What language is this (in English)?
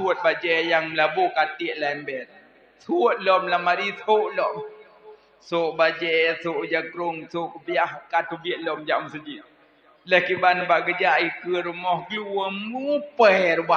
Achinese